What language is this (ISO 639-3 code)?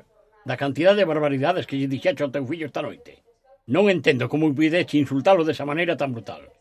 glg